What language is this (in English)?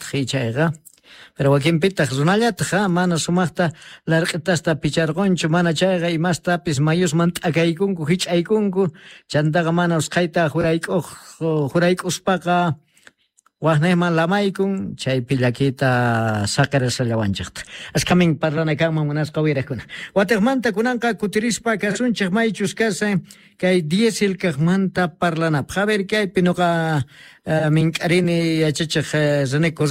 Quechua